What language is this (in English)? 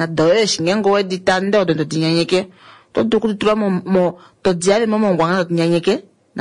Kuanyama